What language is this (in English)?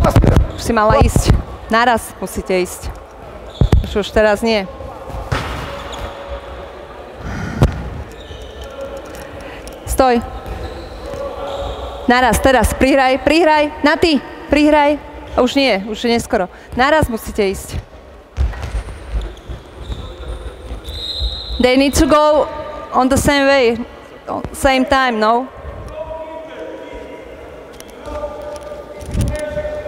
Slovak